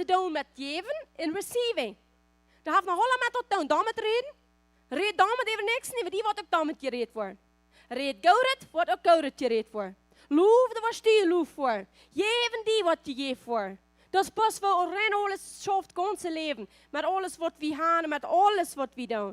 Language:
Plautdietsch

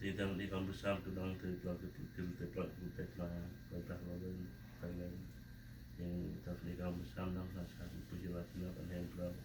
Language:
Central Mnong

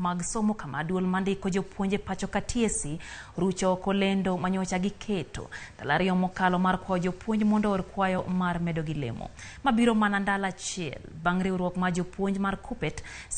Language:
Luo (Kenya and Tanzania)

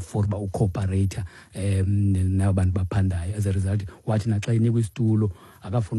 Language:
Xhosa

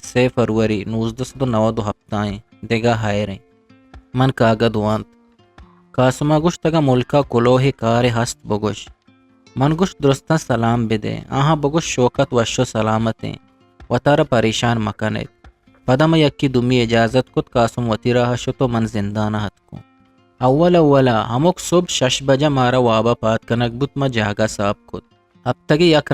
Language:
Eastern Balochi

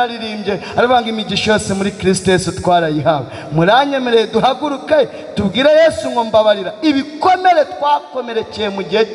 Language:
Kinyarwanda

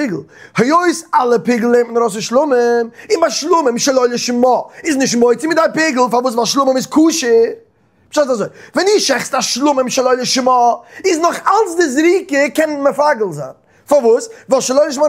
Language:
Yiddish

